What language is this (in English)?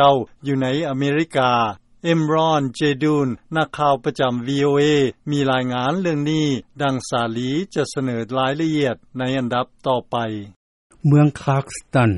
Lao